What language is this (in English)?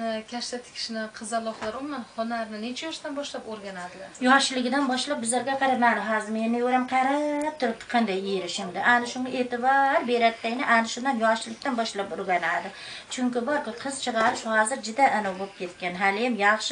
Uzbek